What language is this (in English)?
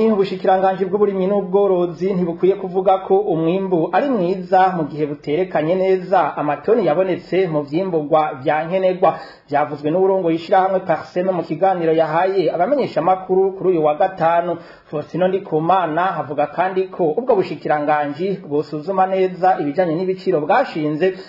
Rundi